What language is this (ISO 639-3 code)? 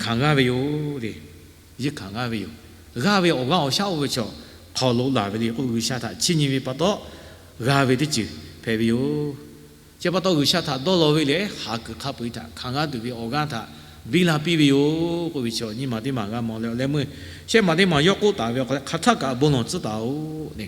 lhu